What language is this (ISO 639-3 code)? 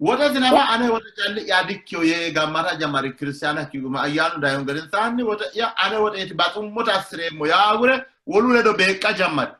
sid